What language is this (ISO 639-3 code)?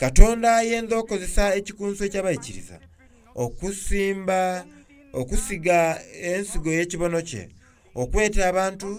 xog